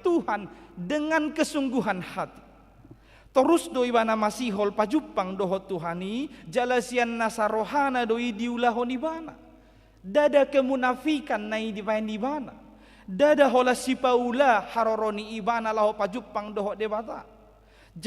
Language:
Batak Toba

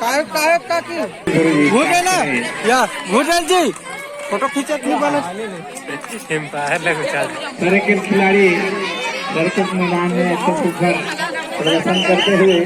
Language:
Chhattisgarhi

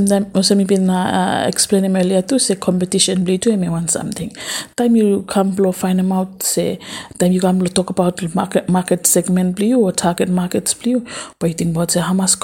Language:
Bislama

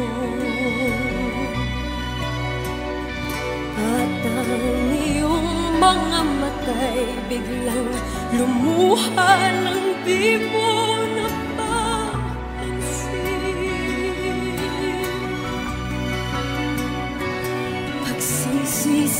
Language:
Filipino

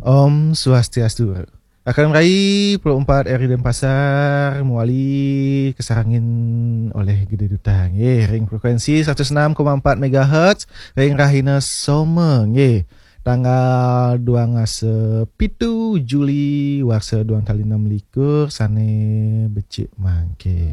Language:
Balinese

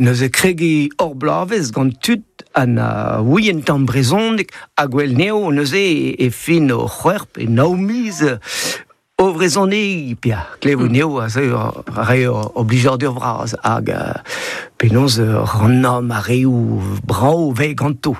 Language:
Breton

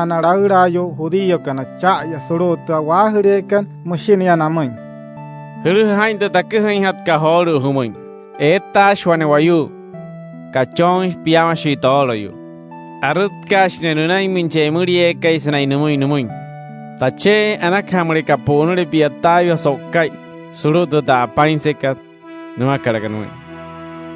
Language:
Wayuu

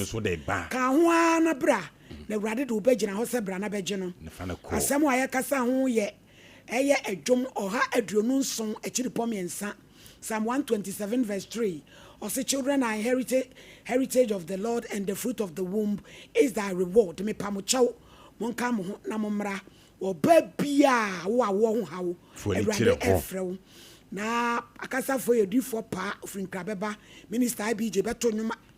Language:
Akan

